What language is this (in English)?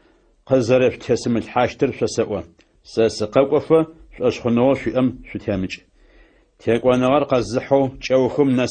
Adyghe